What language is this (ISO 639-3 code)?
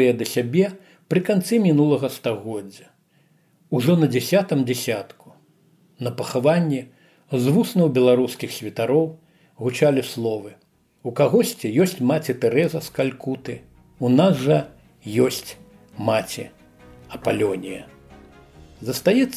bel